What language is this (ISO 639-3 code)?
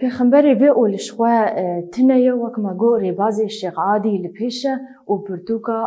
kur